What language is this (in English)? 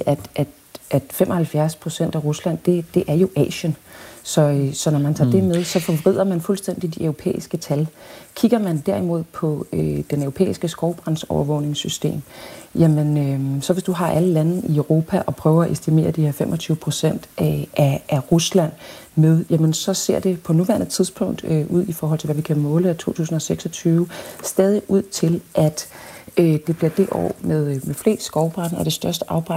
Danish